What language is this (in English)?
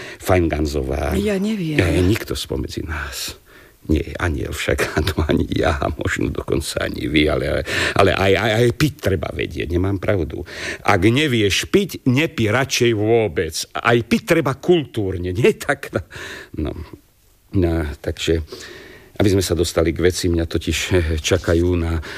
Slovak